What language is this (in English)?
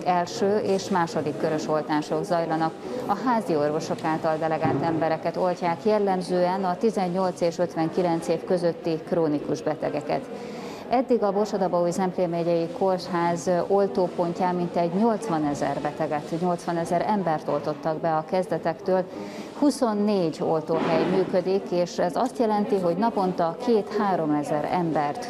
Hungarian